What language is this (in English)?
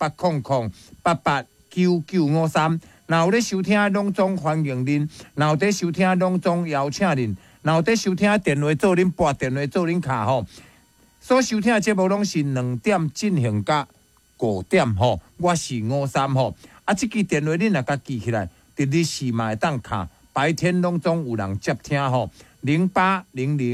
Min Nan Chinese